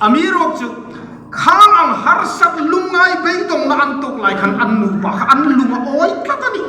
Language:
Hmar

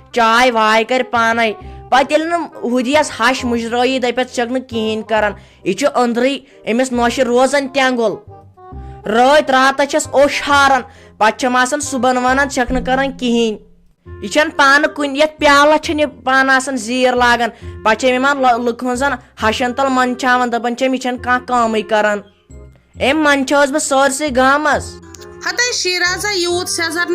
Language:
Kashmiri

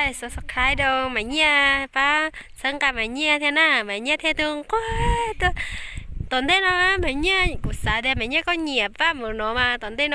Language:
Hmong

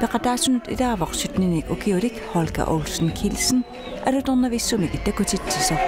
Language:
Kalaallisut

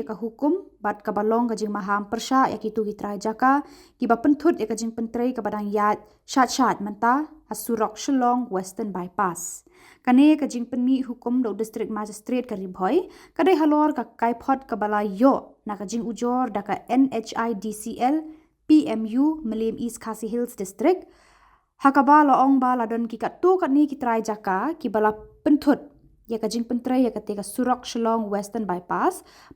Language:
Khasi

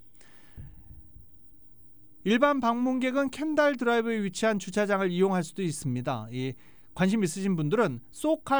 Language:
Korean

